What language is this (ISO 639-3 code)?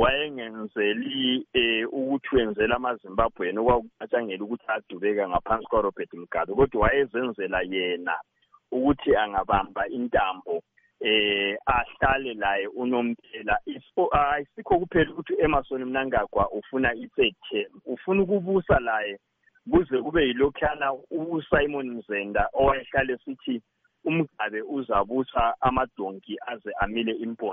nde